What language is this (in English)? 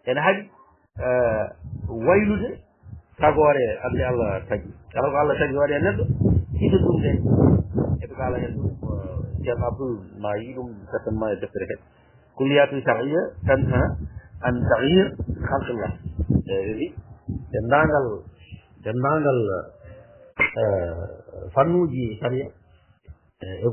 Fula